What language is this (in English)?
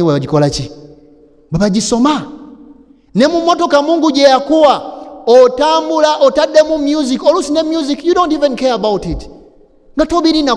Ganda